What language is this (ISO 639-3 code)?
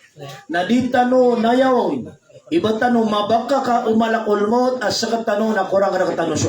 mrw